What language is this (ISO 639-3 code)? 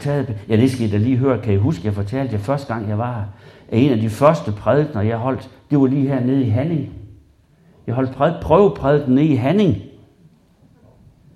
dan